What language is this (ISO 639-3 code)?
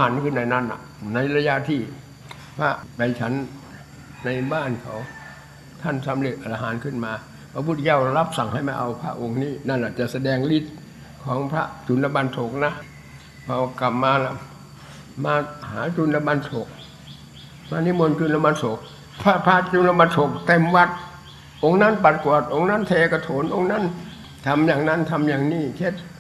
tha